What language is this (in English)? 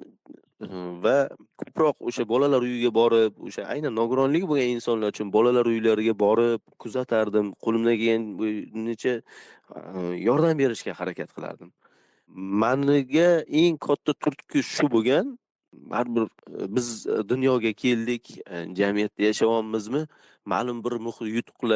Uzbek